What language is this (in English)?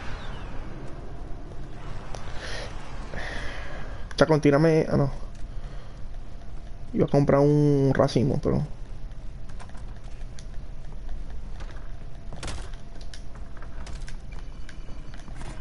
Spanish